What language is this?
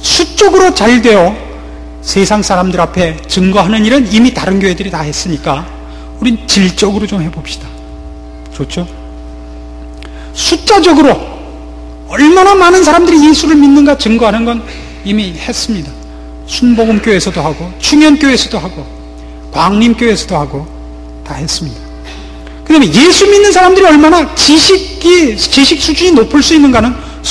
Korean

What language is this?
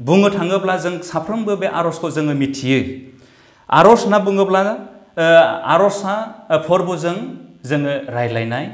Bodo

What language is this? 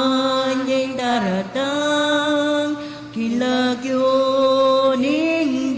Pampanga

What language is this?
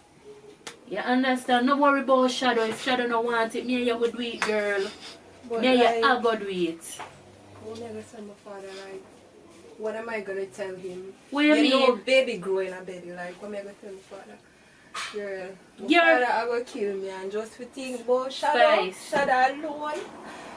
Jamaican Creole English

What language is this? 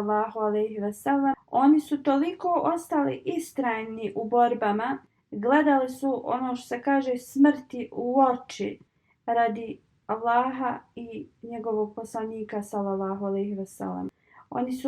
Bosnian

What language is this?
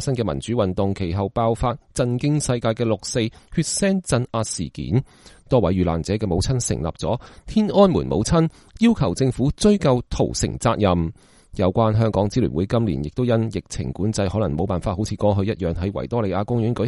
Cantonese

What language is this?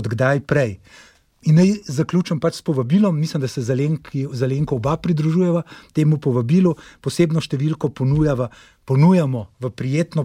Slovenian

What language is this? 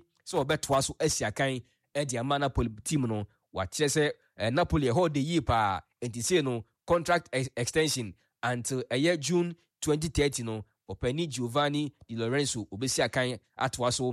Akan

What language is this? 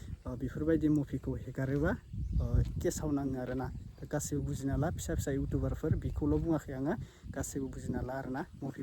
Bodo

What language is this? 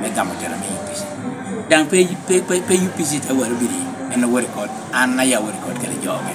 Lango (Uganda)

